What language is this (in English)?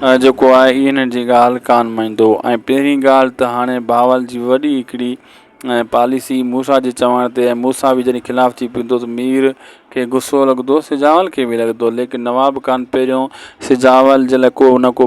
Sindhi